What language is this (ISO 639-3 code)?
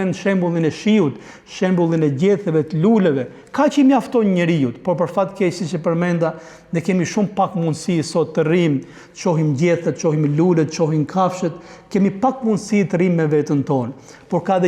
sqi